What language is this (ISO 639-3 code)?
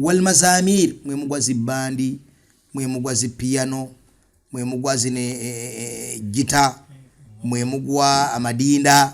lug